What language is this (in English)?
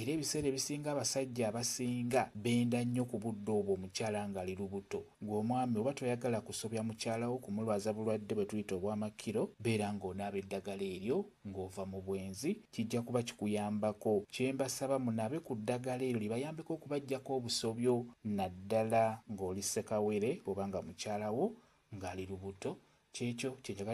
Ganda